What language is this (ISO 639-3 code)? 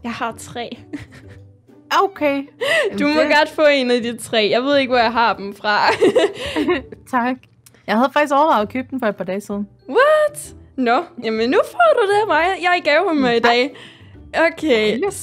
dan